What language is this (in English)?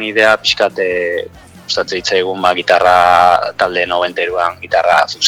Basque